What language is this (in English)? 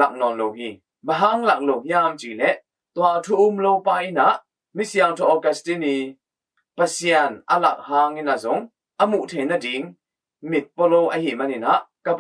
Tedim Chin